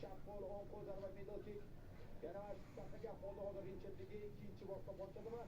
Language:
Uzbek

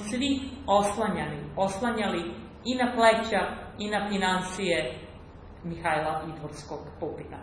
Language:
Serbian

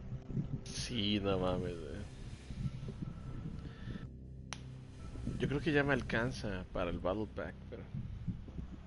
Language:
Spanish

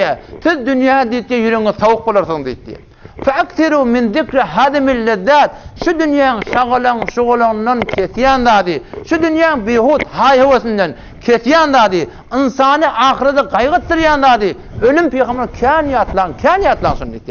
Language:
Turkmen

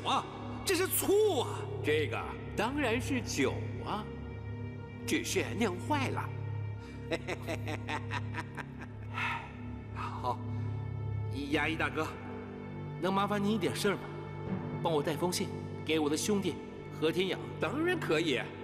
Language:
Chinese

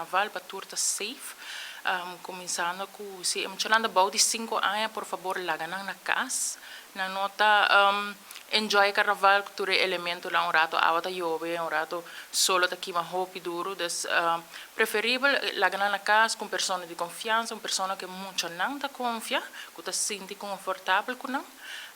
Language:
Papiamento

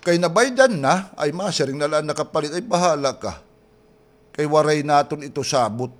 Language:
Waray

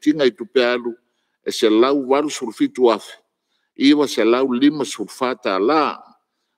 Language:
Samoan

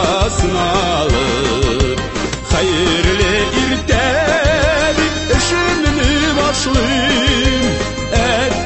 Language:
Tatar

